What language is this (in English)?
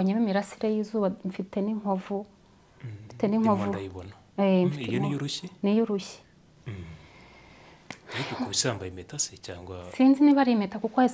Kinyarwanda